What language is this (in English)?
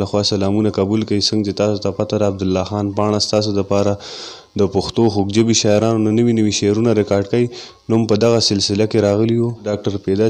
Pashto